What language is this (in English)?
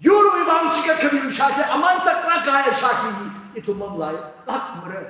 Tangkhul Naga (India)